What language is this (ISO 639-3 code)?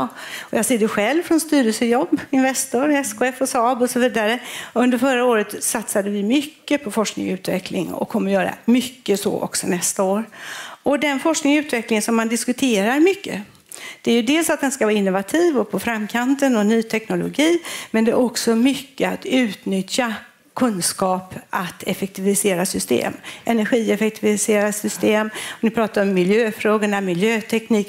swe